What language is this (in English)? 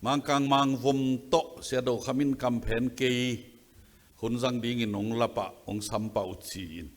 Tedim Chin